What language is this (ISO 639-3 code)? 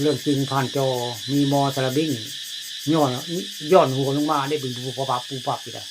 tts